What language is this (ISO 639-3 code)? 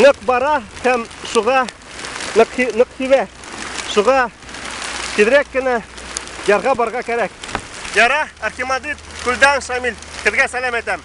bak